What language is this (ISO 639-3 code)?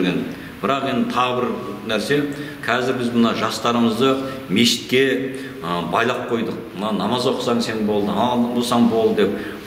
kaz